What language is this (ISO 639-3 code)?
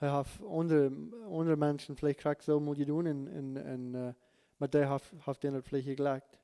pdt